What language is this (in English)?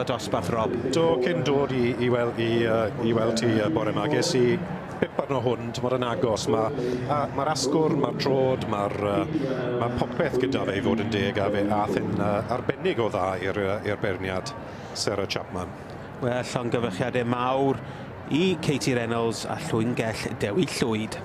Welsh